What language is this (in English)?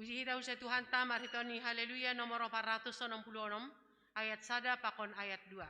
Batak Simalungun